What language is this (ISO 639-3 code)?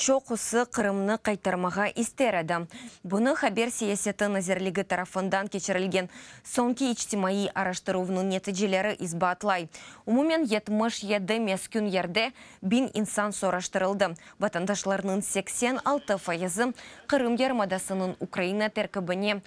crh